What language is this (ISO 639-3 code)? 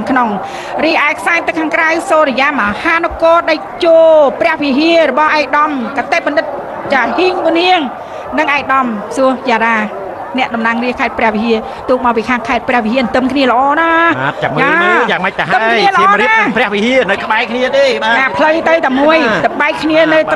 khm